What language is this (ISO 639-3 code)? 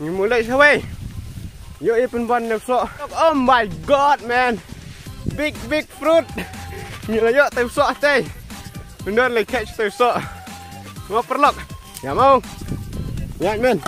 kha